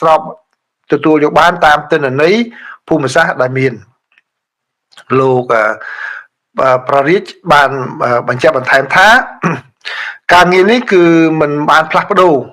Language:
Khmer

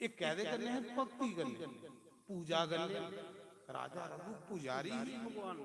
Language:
Dogri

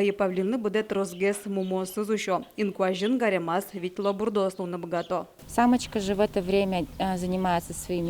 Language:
Udmurt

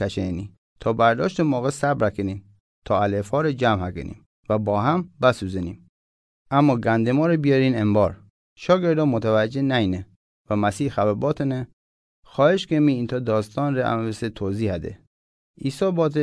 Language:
Gilaki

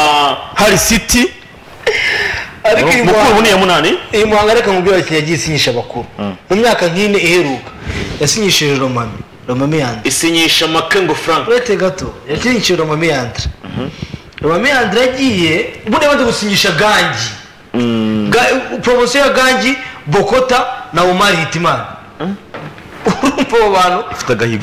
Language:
Kinyarwanda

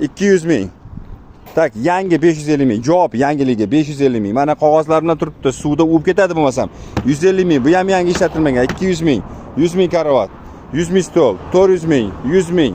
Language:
Uzbek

